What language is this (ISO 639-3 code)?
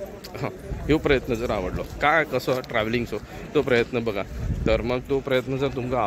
mar